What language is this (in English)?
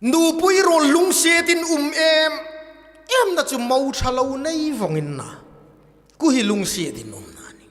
Hmar